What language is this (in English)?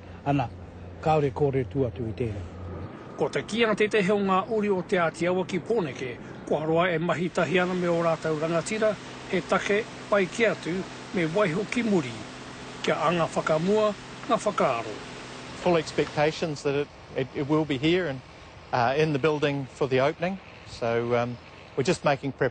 Māori